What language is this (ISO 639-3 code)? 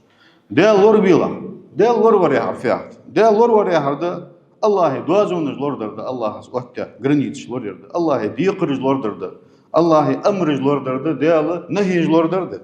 inh